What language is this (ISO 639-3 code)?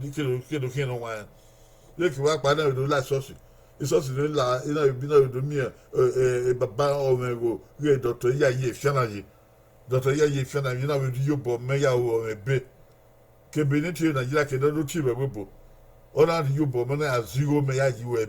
bin